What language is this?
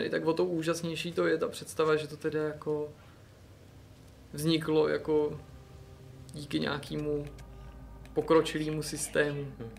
Czech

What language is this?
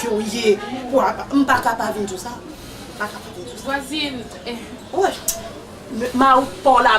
Haitian Creole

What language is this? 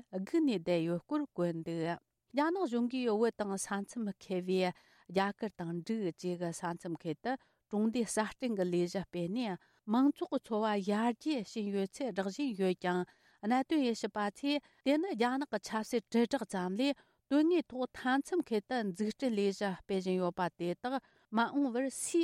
Tibetan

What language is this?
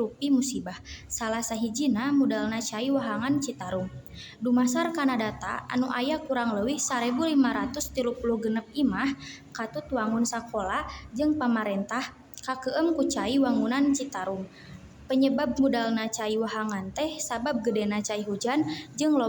Sundanese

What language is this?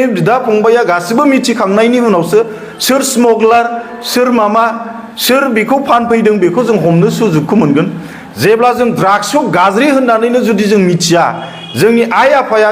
Bodo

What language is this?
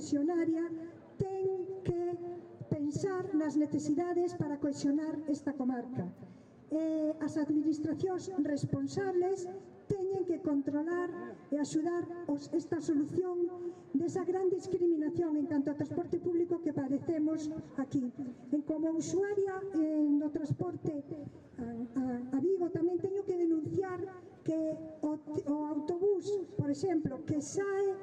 Galician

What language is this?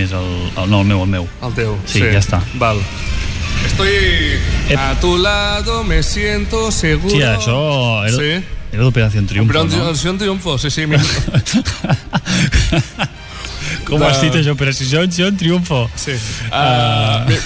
Catalan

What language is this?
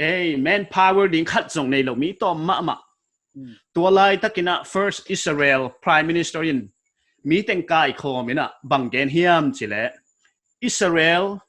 Paite Chin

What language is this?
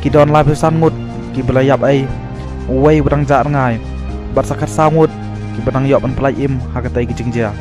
Khasi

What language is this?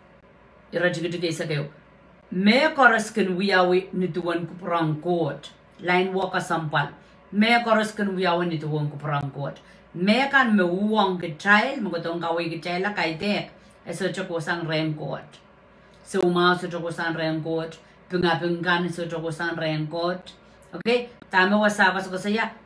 Pohnpeian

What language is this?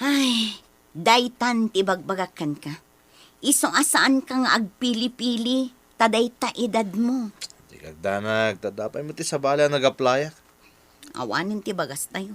Iloko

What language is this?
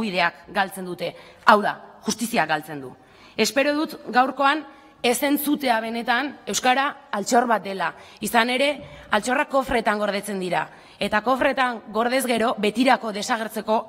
Basque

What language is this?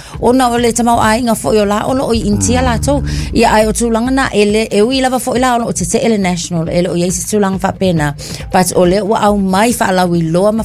Samoan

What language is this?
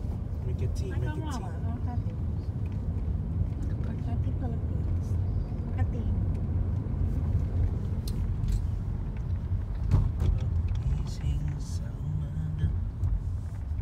Filipino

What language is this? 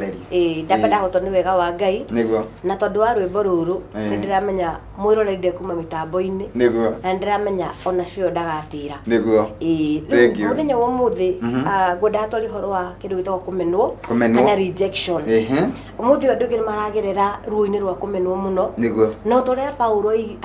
Kikuyu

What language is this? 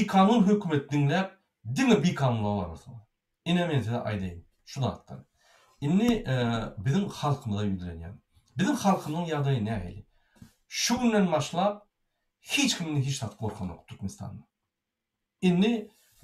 Turkmen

